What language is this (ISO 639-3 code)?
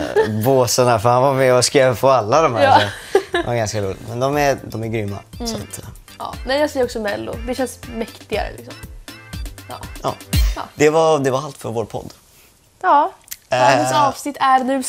swe